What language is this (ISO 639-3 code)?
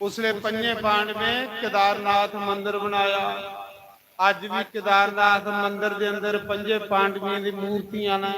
doi